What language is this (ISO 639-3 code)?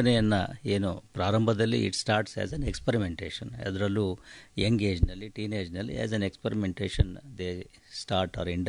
kan